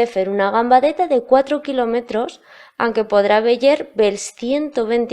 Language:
Aragonese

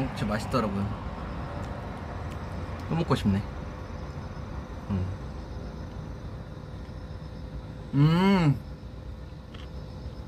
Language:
Korean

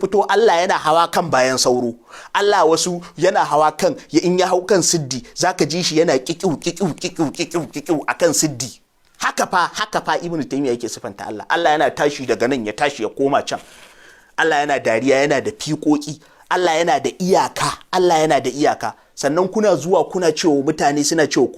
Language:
Hausa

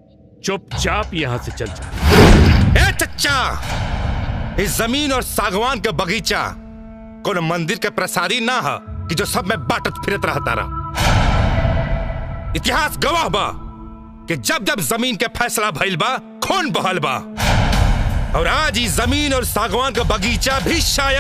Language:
Bhojpuri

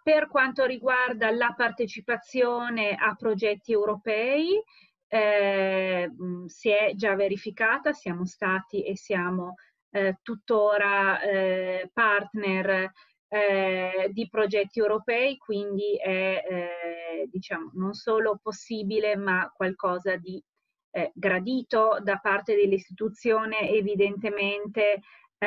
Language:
Italian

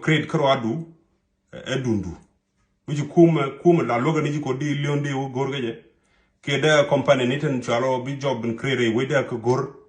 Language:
Nuer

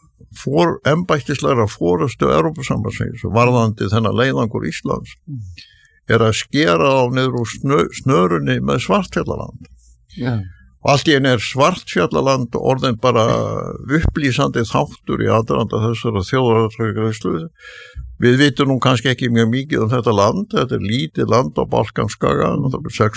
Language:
Icelandic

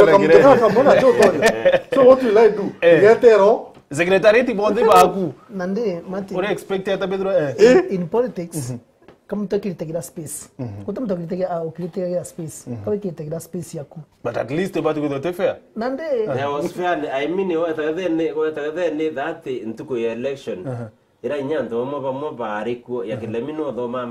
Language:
Meru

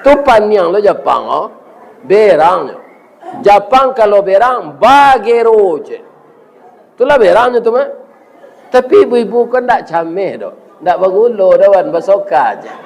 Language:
Minangkabau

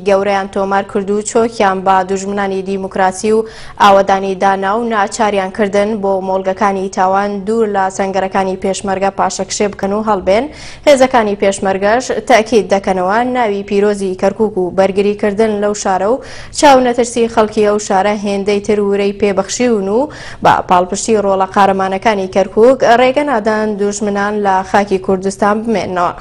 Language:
Central Kurdish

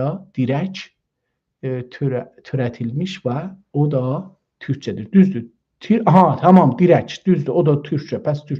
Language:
South Azerbaijani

